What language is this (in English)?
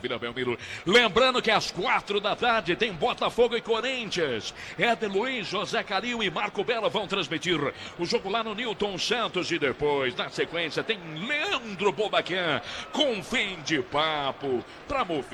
Portuguese